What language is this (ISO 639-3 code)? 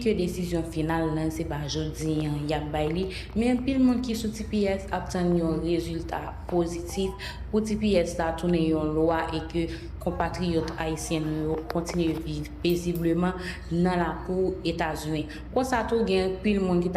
hat